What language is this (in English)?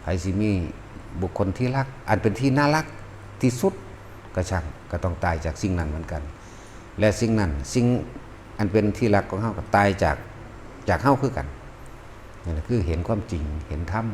Northeastern Thai